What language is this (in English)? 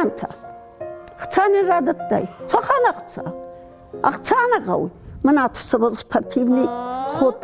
Ossetic